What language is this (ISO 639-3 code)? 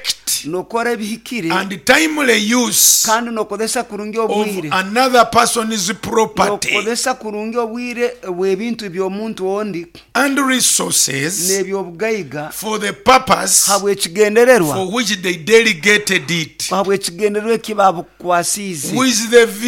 nyo